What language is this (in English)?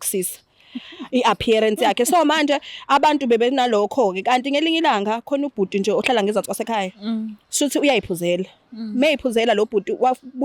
Zulu